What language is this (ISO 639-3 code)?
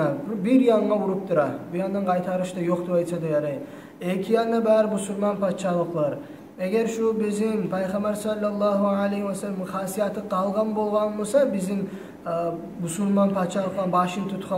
kum